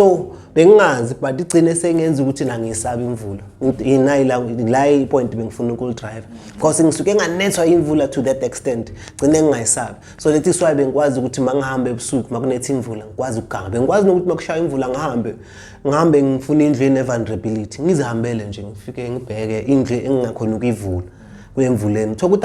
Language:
Zulu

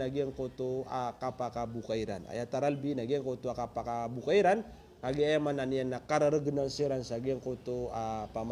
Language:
Maranao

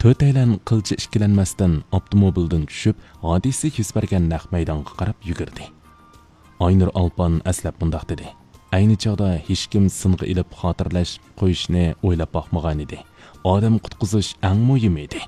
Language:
Uyghur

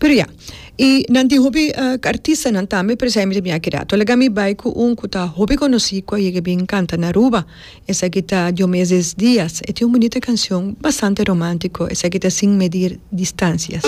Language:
Papiamento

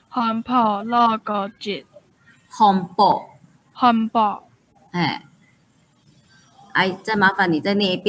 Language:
Hakka Chinese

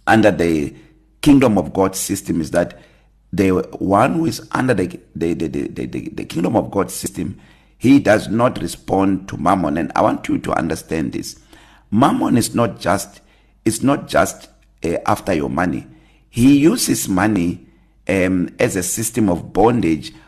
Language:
English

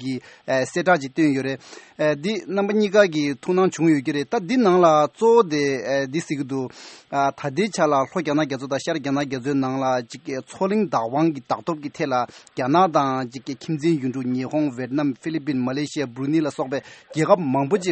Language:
Tibetan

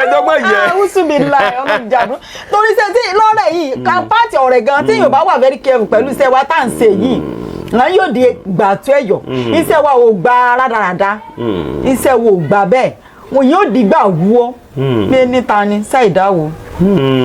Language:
Yoruba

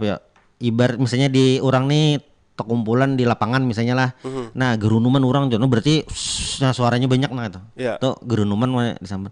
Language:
Banjar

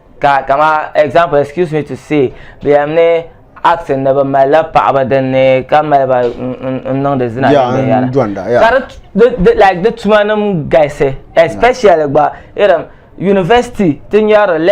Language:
Dagbani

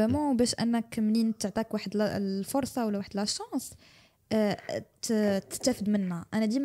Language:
Moroccan Arabic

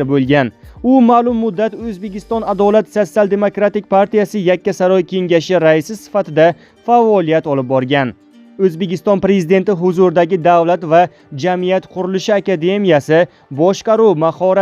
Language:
Uzbek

